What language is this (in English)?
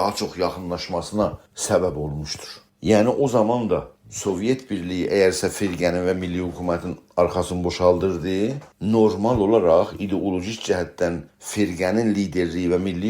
South Azerbaijani